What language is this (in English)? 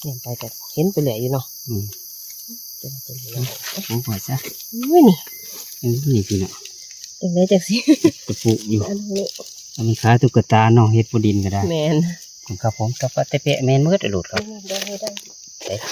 Northeastern Thai